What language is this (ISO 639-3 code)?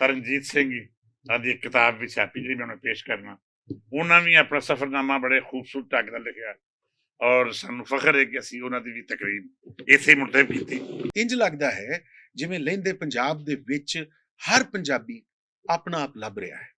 lah